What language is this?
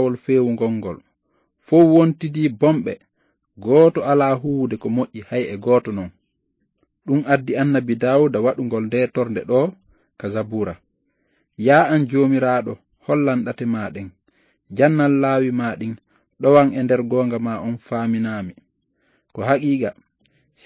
Fula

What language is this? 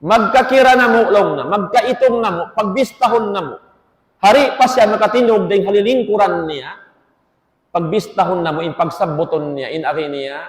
Tausug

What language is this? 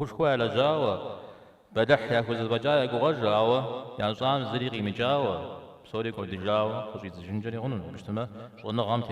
Kabardian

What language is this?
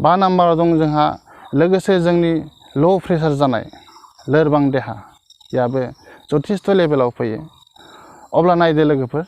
Bodo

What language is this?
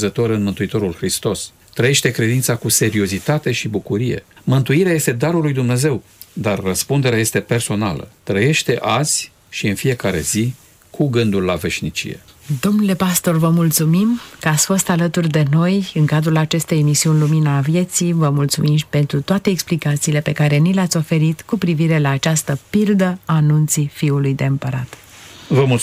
Romanian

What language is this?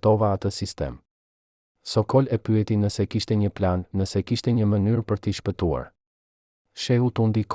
Albanian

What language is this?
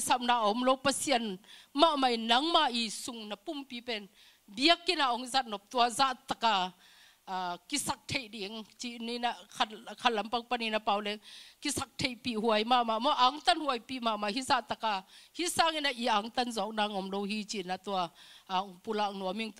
Tedim Chin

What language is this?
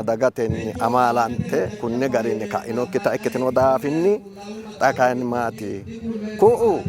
Sidamo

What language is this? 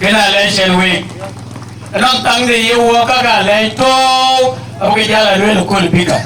Dinka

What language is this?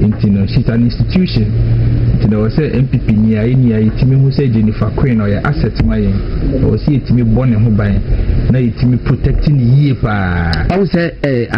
Akan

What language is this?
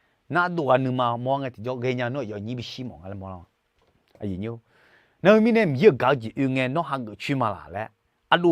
Akha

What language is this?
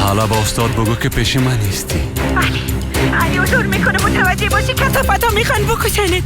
Persian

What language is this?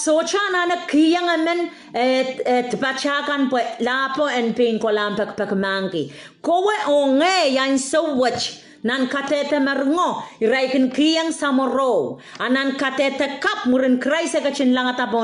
Pohnpeian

